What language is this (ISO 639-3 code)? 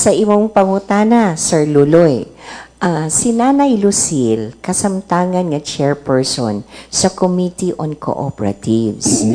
ceb